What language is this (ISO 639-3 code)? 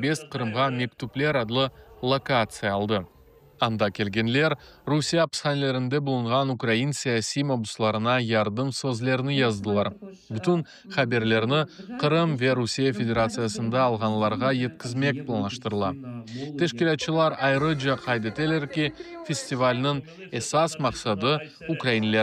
crh